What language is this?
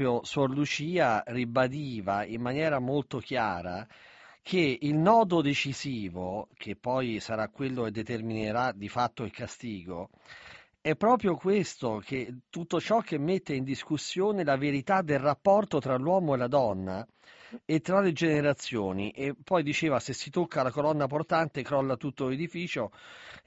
Italian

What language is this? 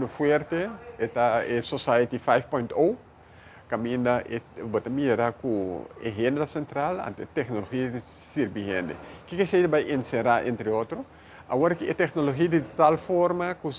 Papiamento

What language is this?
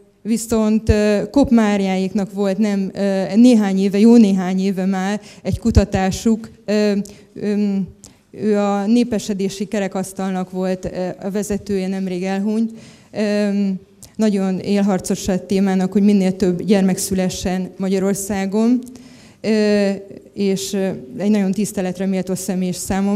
Hungarian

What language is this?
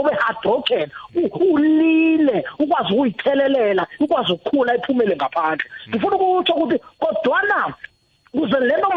South Ndebele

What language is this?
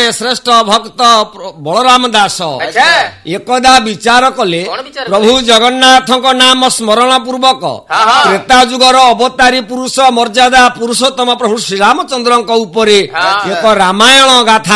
Odia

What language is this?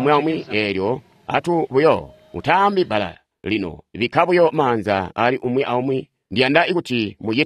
Tonga (Zambia)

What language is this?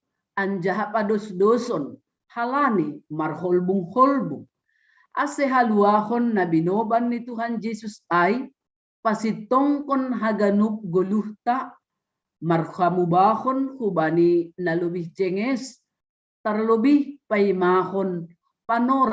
Batak Simalungun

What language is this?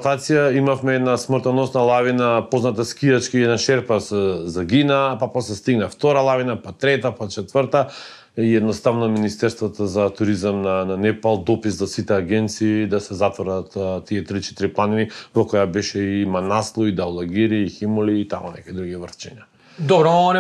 Macedonian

